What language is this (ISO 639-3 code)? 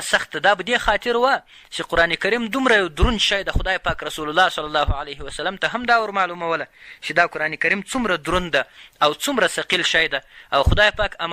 pus